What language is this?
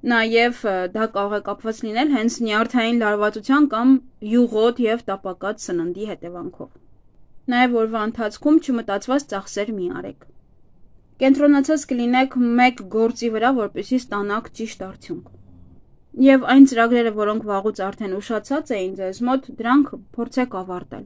Armenian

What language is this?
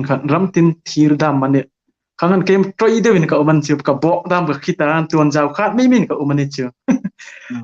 Hmar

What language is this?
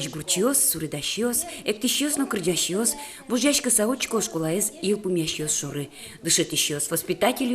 Udmurt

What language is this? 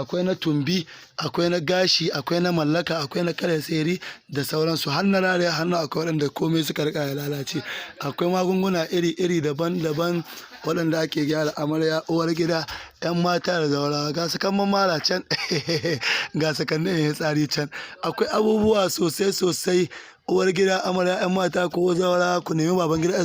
Hausa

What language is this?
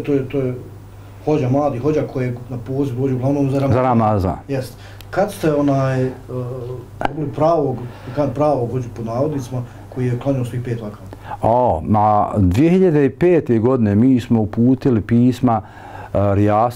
Bosnian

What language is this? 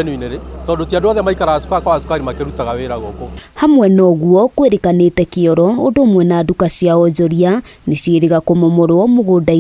Kikuyu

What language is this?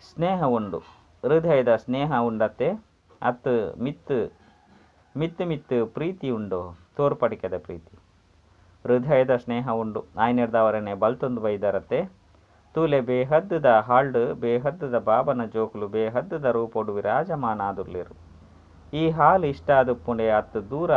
Tulu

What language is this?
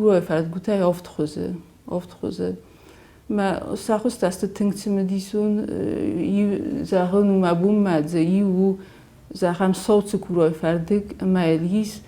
Ossetic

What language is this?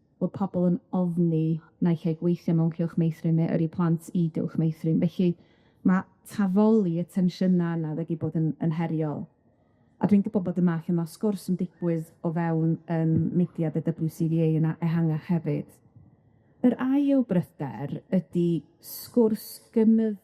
Welsh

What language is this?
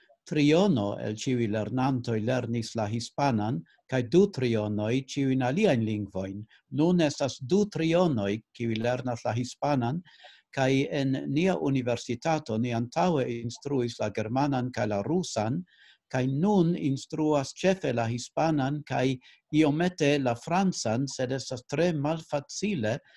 Esperanto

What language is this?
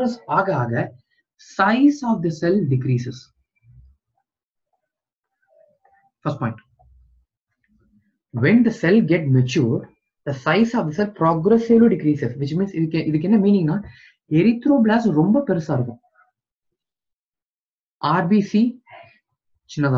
Tamil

